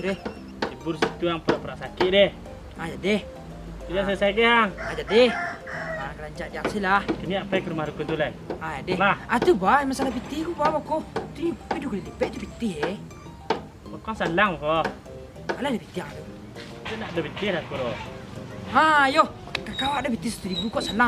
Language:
Minangkabau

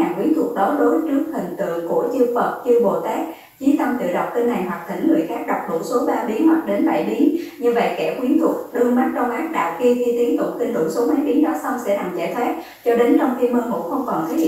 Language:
Vietnamese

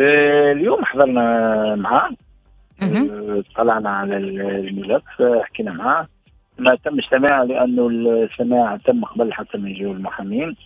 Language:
Tunisian Arabic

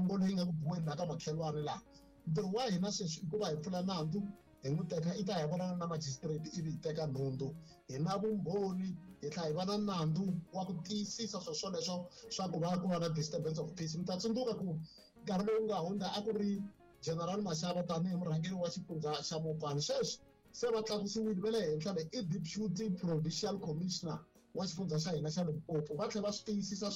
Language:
Tsonga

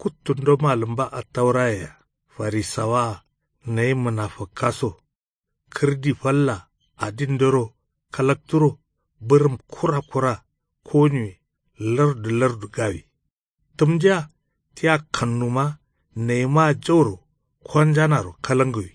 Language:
Kanuri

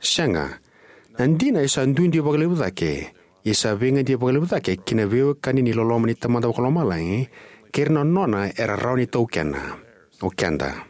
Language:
Fijian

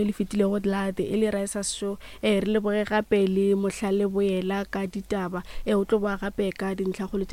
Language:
Northern Sotho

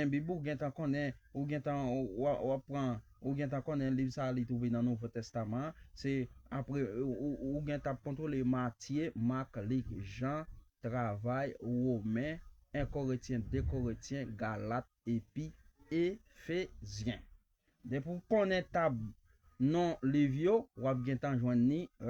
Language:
Haitian Creole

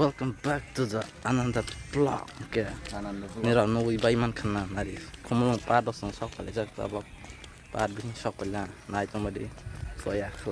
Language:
Kok Borok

